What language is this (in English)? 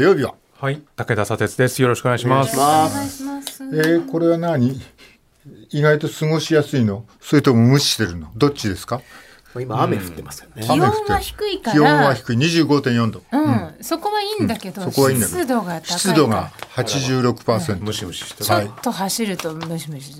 Japanese